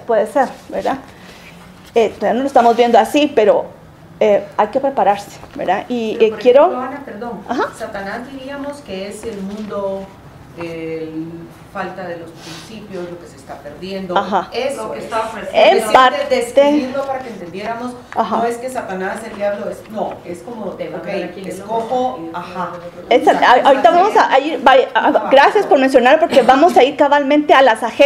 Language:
Spanish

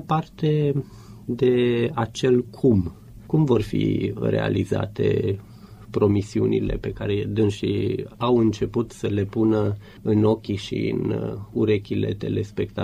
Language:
Romanian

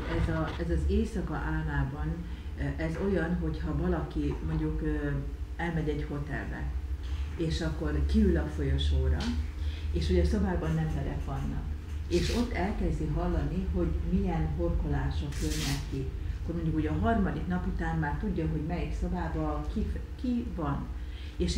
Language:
Hungarian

